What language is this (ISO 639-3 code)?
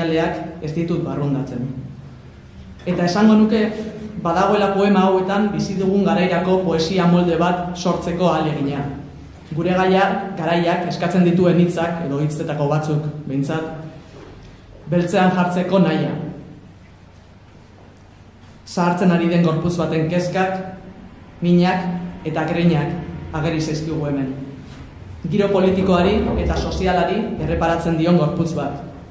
eus